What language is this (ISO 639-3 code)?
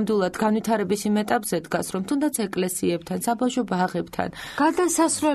kat